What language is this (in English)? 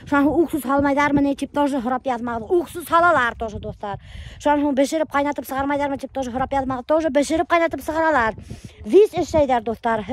Bashkir